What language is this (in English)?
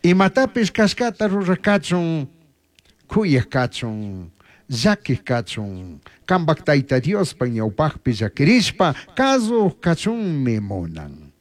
Chimborazo Highland Quichua